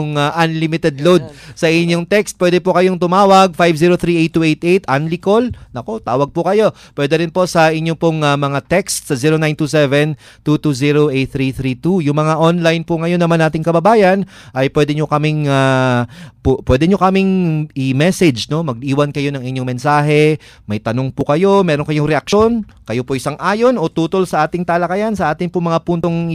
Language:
Filipino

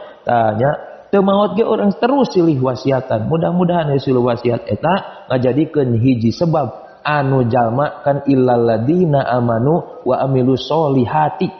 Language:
Sundanese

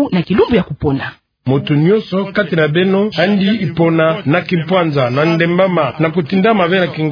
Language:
Kituba (Democratic Republic of Congo)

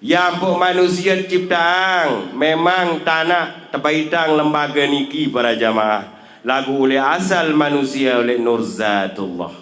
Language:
Sasak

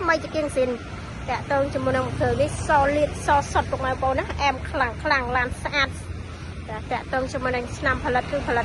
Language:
Khmer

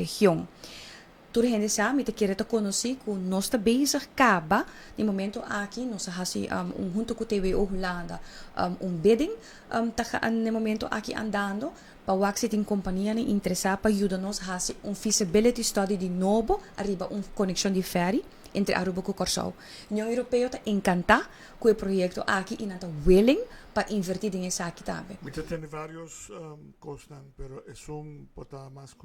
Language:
Papiamento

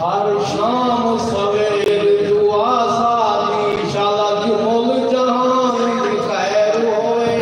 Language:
Saraiki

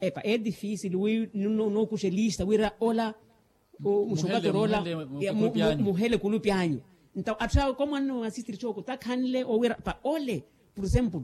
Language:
Makhuwa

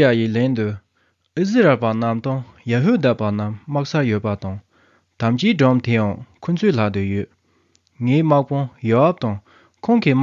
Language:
Tibetan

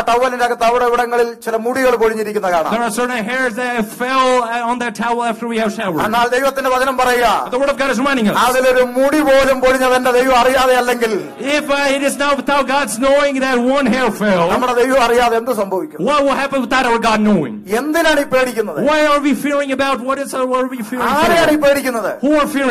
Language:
Malayalam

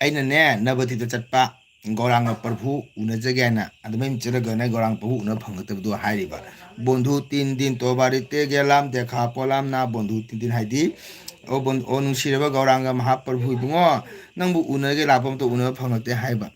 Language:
Manipuri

